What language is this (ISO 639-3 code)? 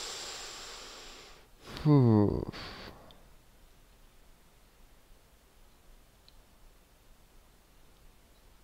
fin